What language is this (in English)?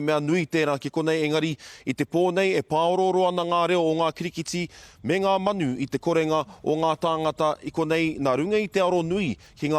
Māori